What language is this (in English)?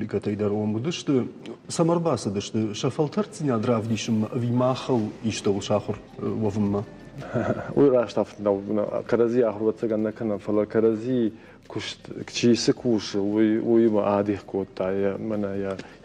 Ossetic